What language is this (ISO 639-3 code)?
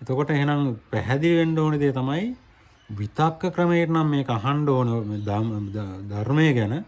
sin